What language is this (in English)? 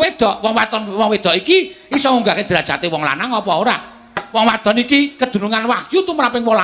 Javanese